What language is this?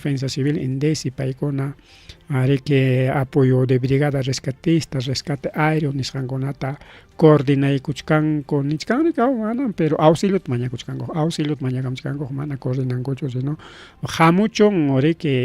Ayacucho Quechua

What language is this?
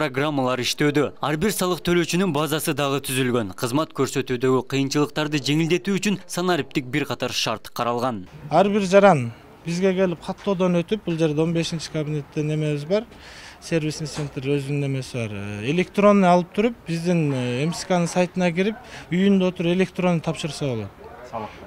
Kyrgyz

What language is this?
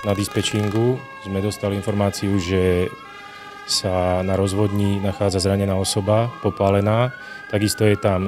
Slovak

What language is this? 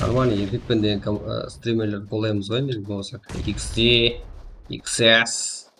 Kara-Kalpak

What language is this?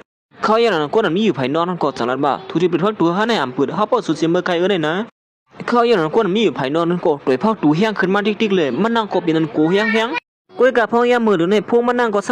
Shan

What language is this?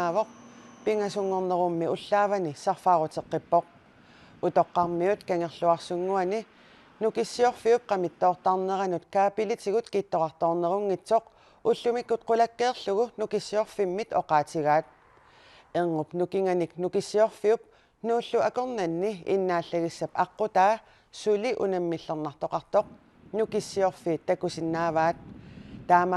Kalaallisut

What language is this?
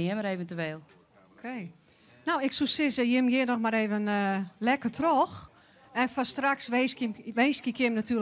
Western Frisian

